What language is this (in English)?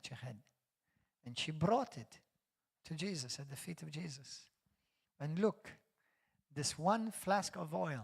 English